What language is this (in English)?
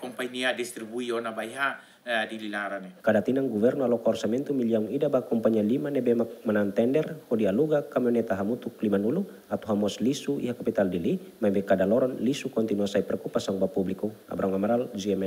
Tetum